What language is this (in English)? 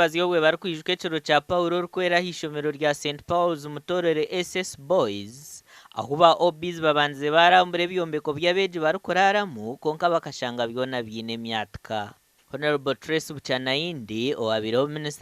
Nyankole